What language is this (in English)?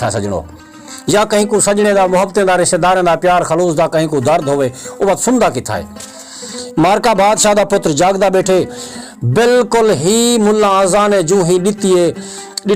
Saraiki